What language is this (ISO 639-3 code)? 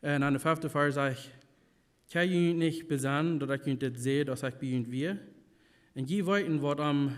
pdt